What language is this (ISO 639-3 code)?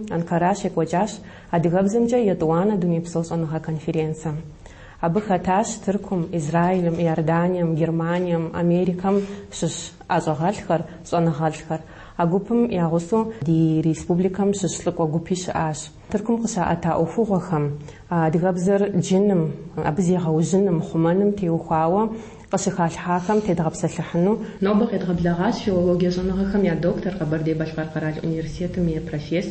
kbd